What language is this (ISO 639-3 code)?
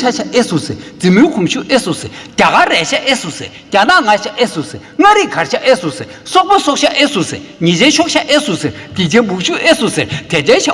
bod